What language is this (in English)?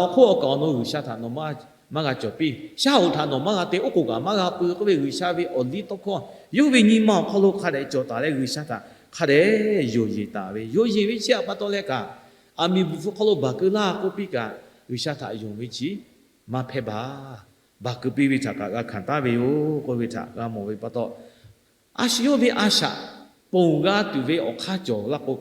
Lahu